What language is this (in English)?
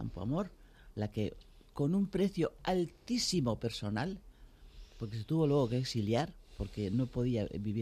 Spanish